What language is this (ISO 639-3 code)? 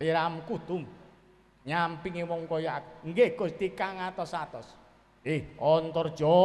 jav